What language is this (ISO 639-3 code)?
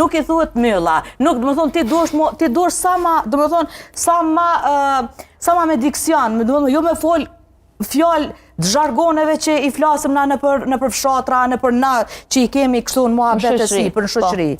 sqi